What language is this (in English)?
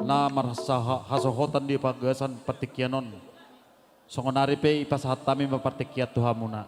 Batak Simalungun